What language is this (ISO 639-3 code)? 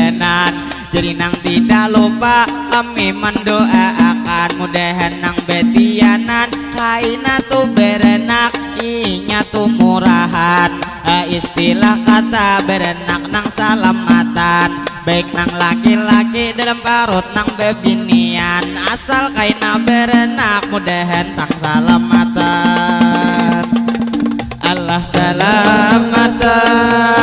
bjn